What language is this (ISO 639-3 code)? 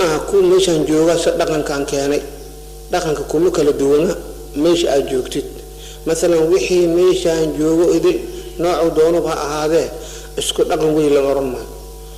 som